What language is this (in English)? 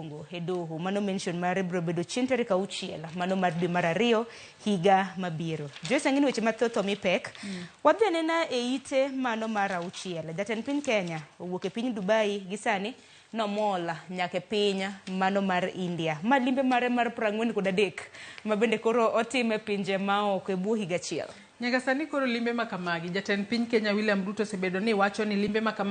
Luo (Kenya and Tanzania)